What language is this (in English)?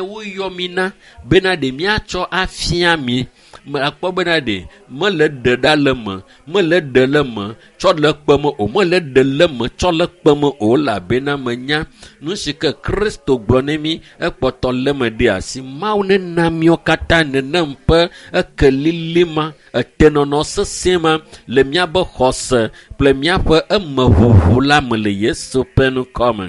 Ewe